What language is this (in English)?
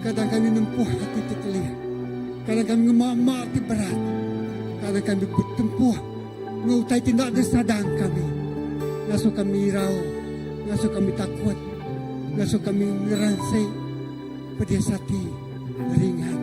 Iban